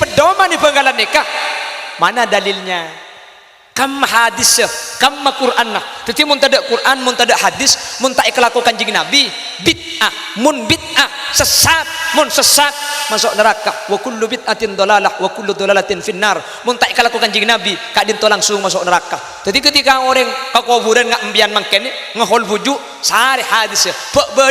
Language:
Madurese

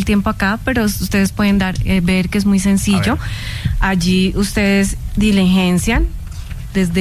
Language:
Spanish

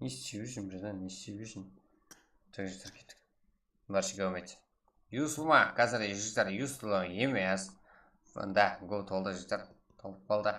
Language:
Kara-Kalpak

